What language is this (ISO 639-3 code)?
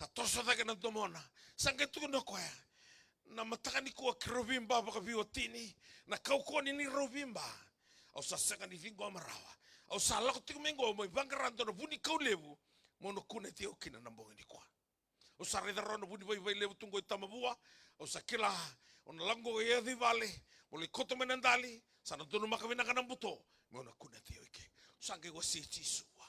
fij